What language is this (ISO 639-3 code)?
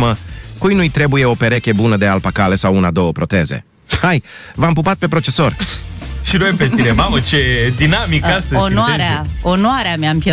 ron